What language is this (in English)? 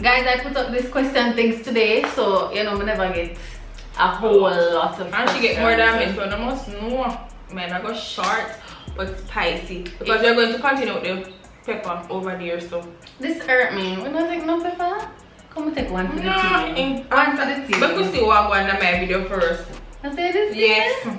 Jamaican Creole English